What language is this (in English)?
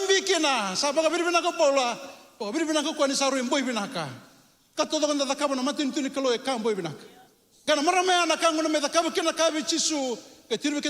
Fijian